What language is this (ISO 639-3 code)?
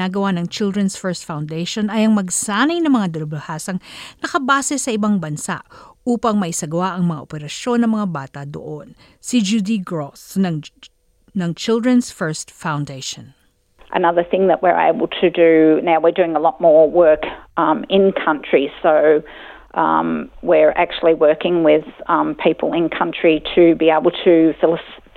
fil